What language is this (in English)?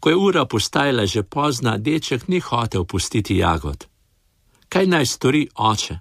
Slovenian